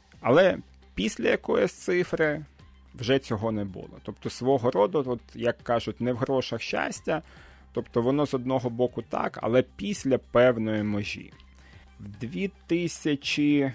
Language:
Ukrainian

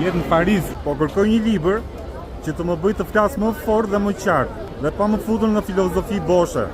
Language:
Albanian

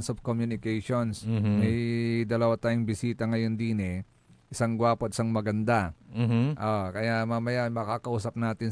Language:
Pangasinan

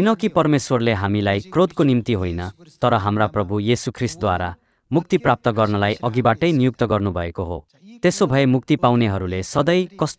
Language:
Nepali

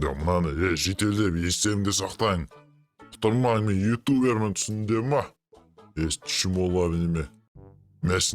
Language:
Kazakh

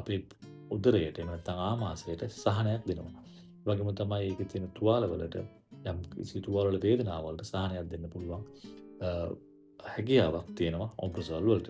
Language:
Sinhala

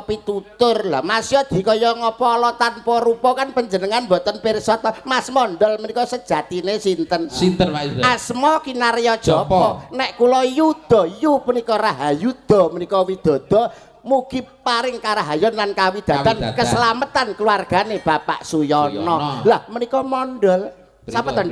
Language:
Javanese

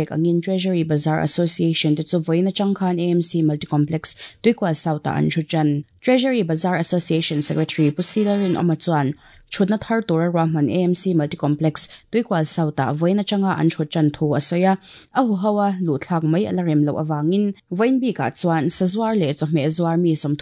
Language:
Mizo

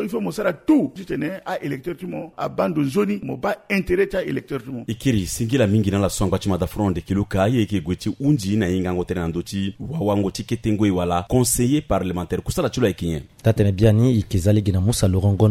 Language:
Sango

